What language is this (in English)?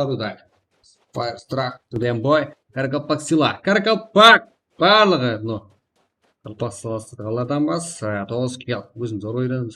Kara-Kalpak